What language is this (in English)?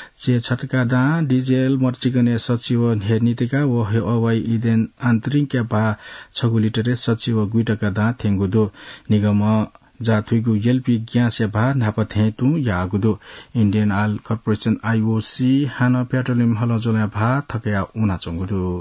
Newari